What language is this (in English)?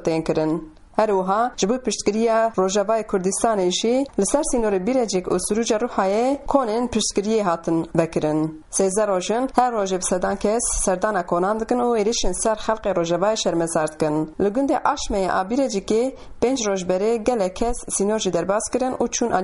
Kurdish